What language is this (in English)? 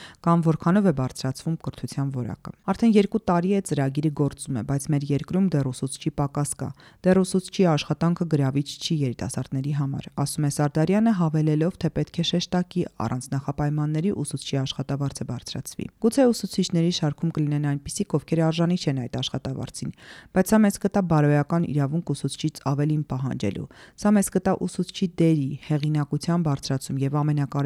Armenian